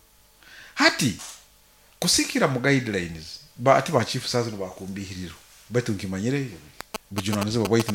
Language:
Nyoro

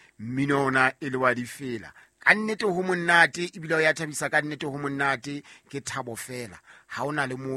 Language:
Southern Sotho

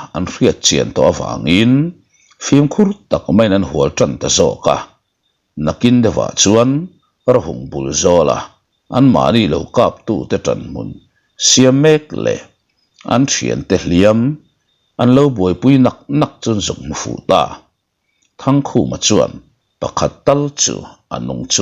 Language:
Mizo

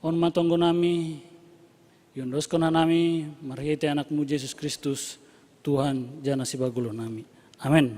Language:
Batak Simalungun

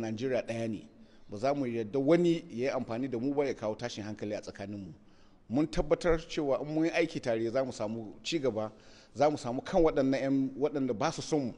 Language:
Hausa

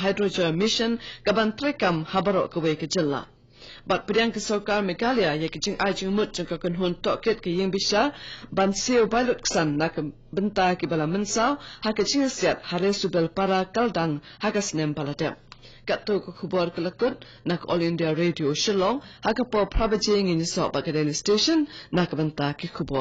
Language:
Khasi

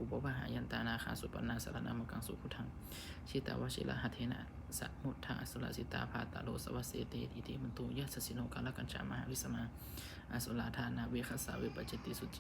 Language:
Pali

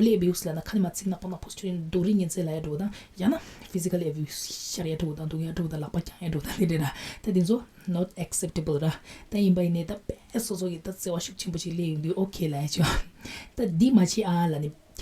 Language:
Tibetan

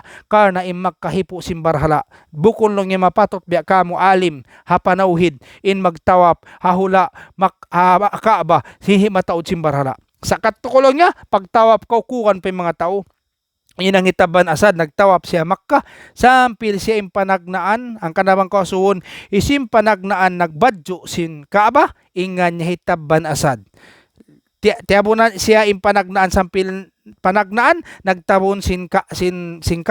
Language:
Tausug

